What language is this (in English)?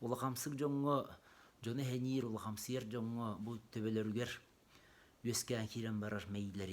Yakut